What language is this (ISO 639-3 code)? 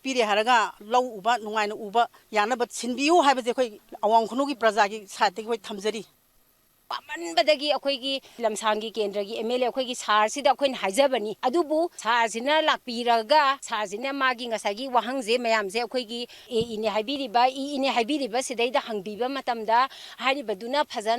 mni